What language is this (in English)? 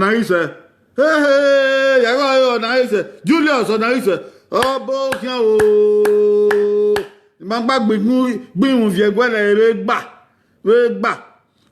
Bini